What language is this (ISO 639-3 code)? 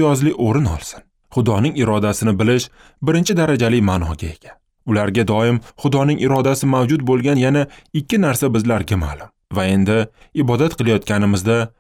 uzb